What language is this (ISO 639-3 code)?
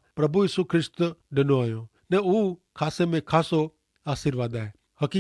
kfr